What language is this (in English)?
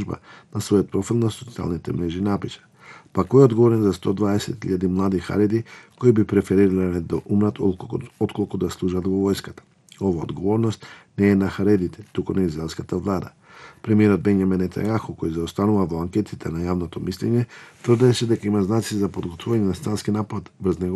Macedonian